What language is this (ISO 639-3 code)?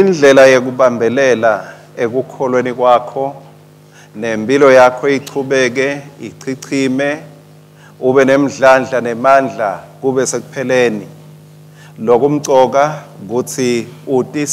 ssw